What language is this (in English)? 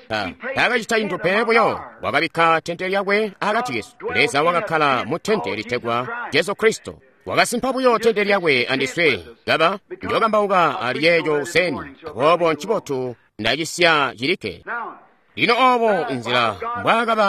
Tonga (Zambia)